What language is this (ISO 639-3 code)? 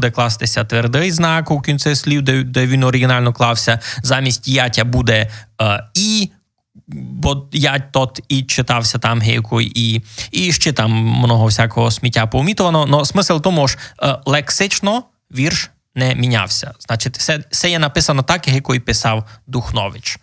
rue